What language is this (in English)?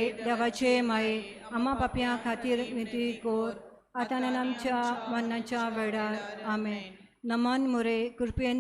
Konkani